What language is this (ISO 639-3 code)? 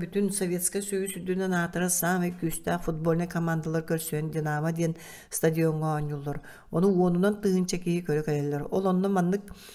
sah